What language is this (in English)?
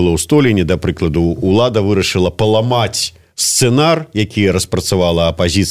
Belarusian